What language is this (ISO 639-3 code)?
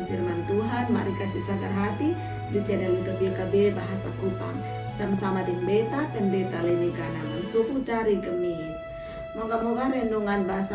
mkn